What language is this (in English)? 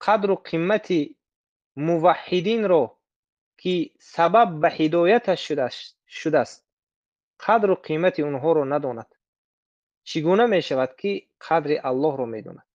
Tajik